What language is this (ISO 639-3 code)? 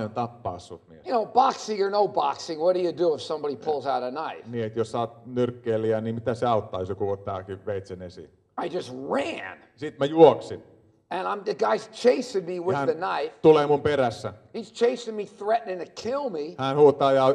fin